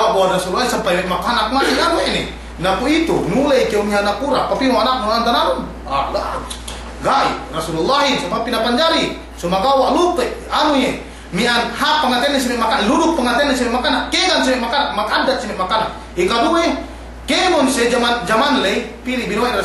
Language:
Yakan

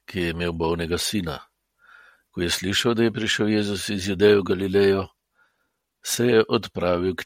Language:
Slovenian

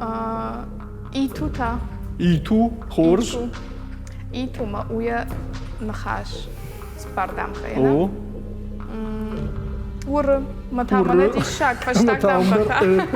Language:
Ossetic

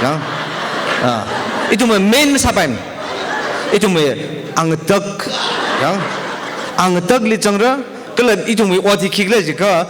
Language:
Tangkhul Naga (India)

